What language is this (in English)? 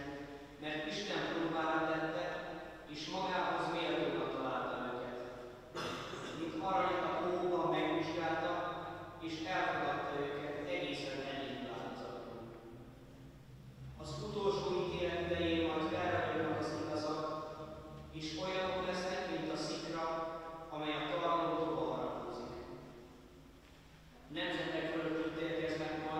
Hungarian